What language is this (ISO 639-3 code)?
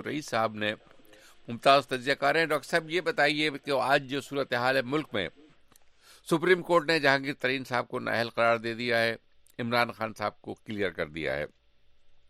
urd